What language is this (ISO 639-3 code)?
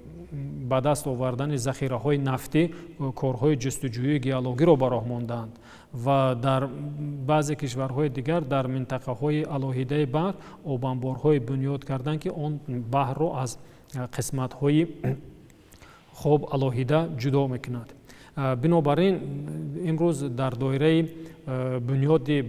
tgk